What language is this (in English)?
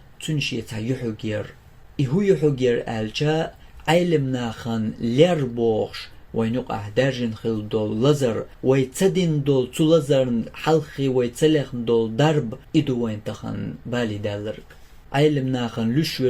Chechen